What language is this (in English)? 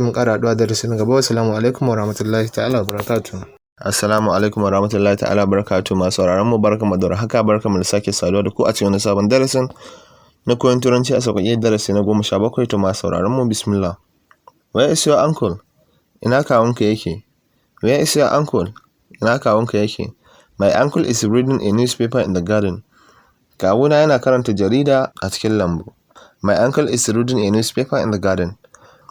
Hausa